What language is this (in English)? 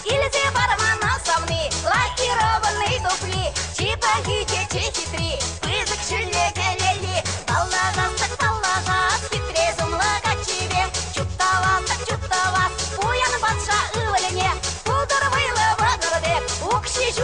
Chuvash